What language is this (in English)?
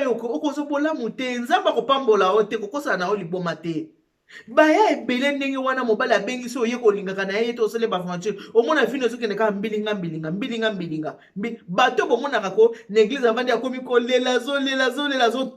Lingala